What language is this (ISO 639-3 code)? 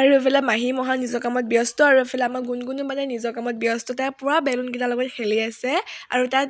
asm